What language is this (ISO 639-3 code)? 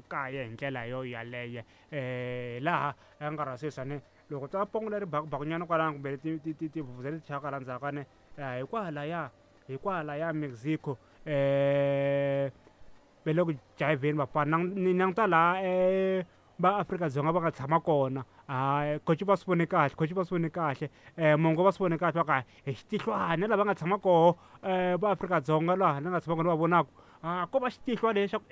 tso